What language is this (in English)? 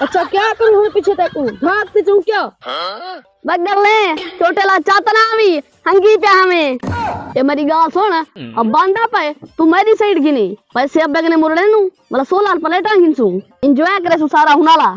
Saraiki